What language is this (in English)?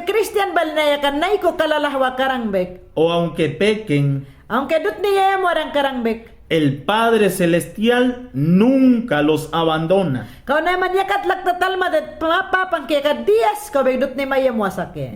Mayangna